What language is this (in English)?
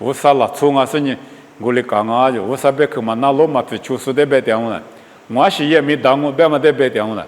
Lisu